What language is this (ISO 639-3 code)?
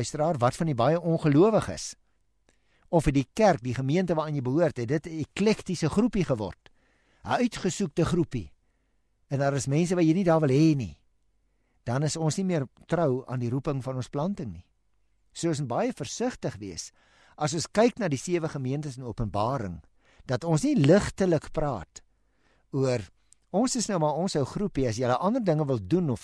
afr